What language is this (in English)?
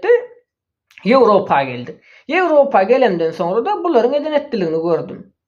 Turkmen